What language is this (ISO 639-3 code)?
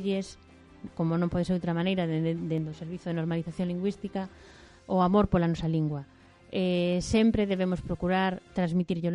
glg